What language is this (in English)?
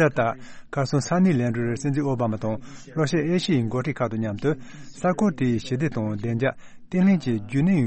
Tibetan